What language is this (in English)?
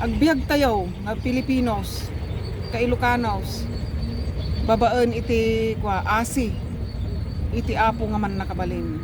Iloko